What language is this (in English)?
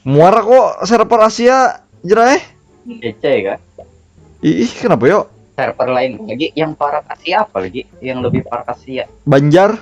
Banjar